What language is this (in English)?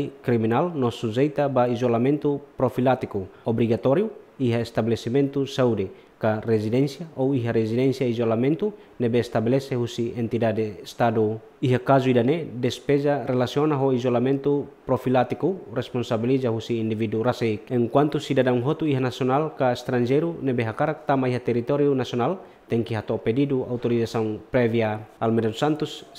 Tetum